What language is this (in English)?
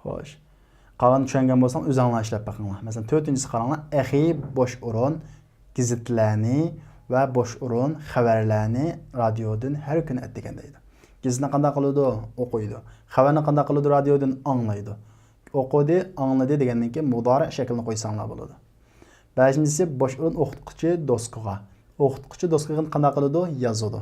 Uyghur